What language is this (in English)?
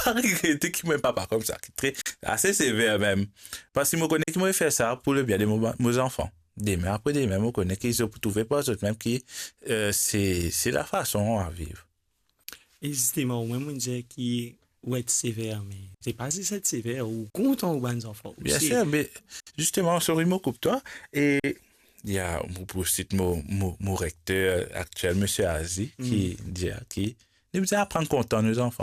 Morisyen